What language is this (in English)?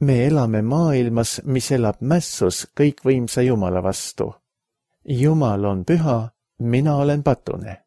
Estonian